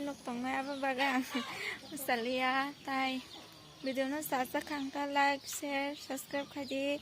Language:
Kok Borok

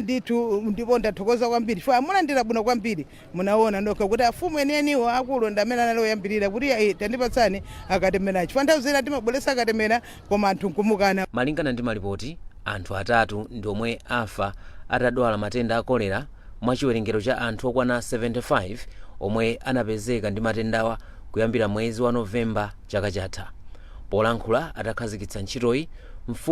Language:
Nyanja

